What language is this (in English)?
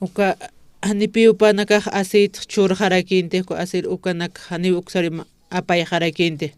Aymara